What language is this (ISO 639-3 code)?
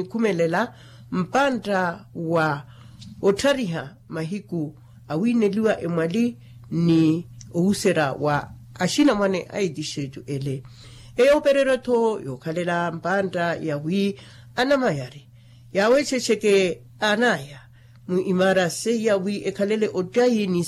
vmw